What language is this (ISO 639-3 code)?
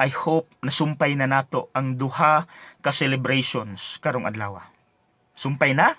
ceb